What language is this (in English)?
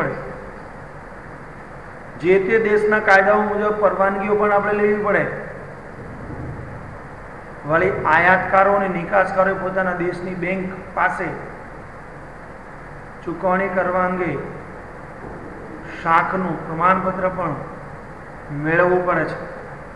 Gujarati